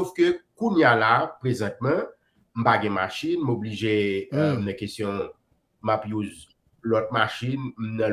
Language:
Haitian Creole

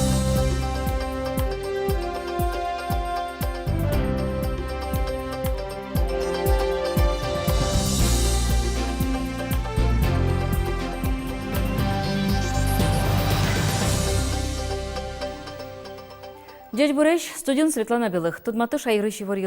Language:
Udmurt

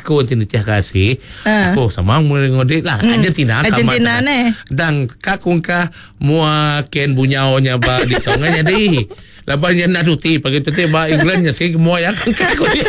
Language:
Iban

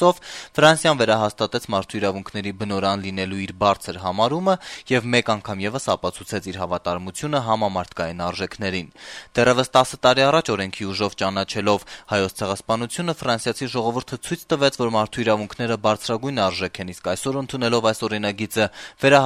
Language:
Armenian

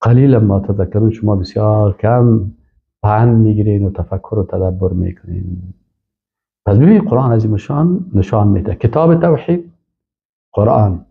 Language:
Persian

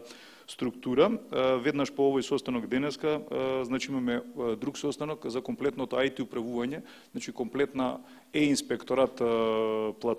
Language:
Macedonian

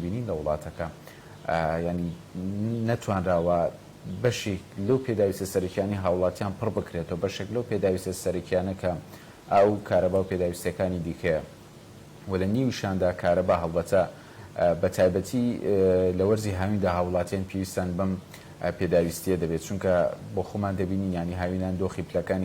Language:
Central Kurdish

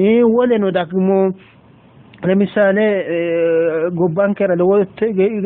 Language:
Sidamo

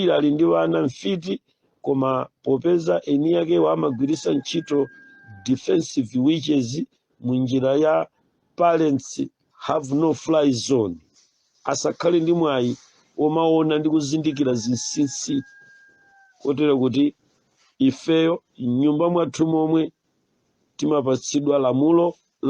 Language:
Nyanja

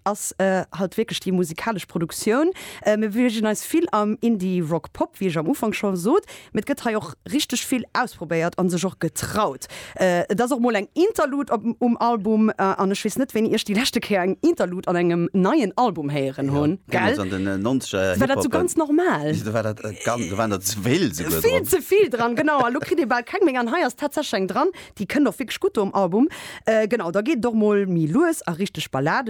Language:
Luxembourgish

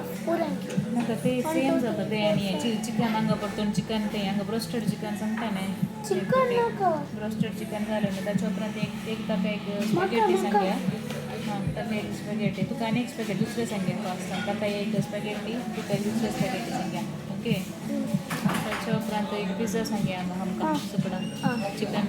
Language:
Konkani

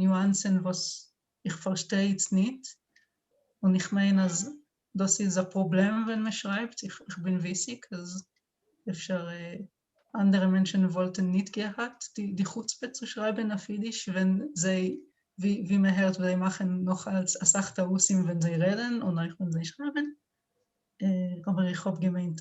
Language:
Yiddish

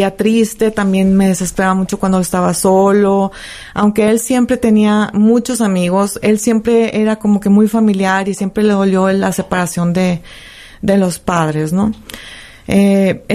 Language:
Spanish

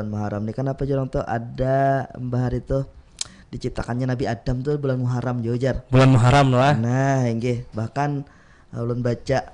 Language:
Banjar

